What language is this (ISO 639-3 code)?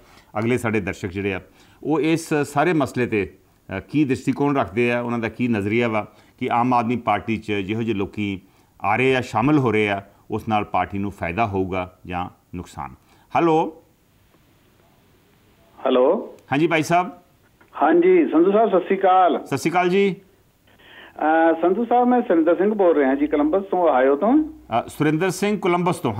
pan